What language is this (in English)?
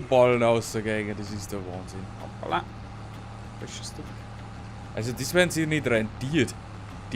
Bavarian